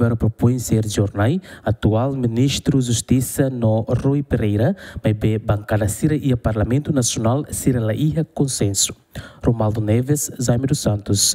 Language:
Tetum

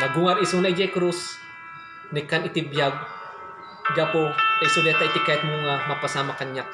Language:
Iloko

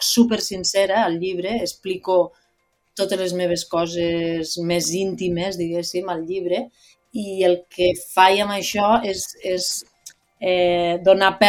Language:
Catalan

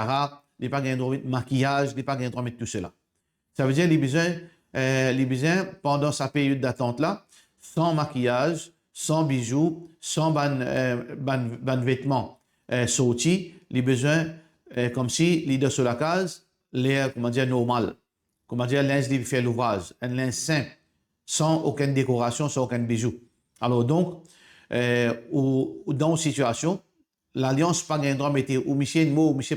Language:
Morisyen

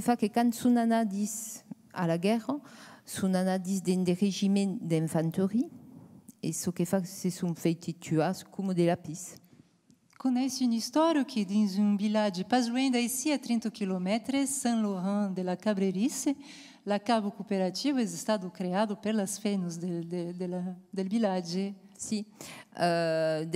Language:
Occitan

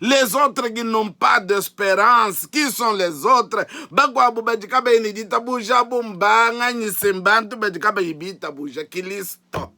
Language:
Luba-Lulua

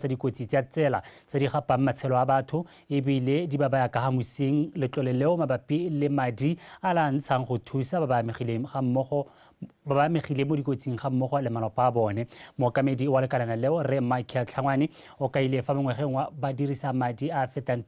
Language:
Tswana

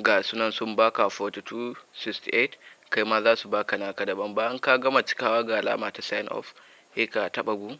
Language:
Hausa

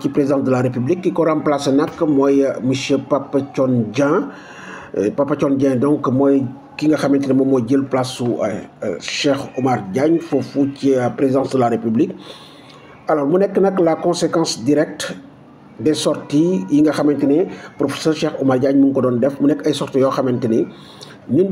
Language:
Wolof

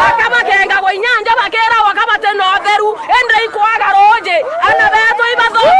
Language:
Meru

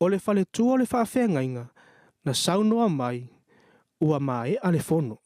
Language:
Samoan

